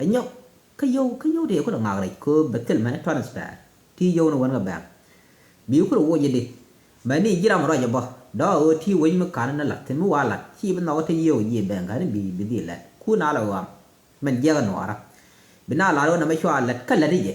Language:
Nuer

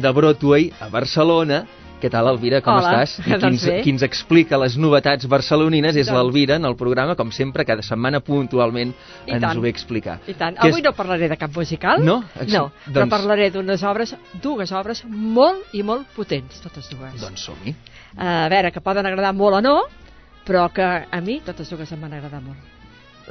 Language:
Catalan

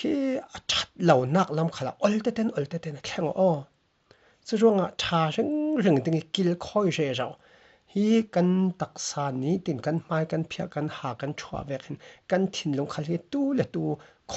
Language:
Falam Chin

